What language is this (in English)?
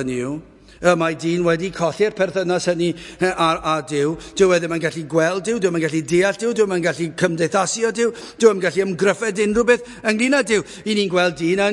Welsh